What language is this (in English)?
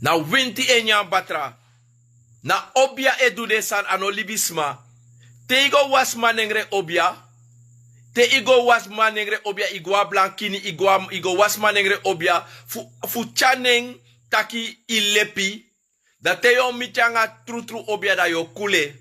Sranan Tongo